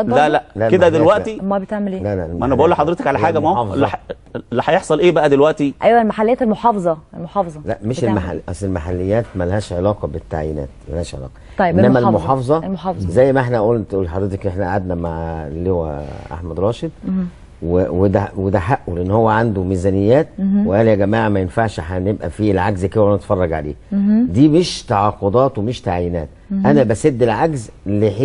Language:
Egyptian Arabic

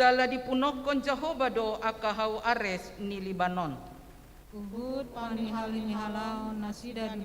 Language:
Batak Toba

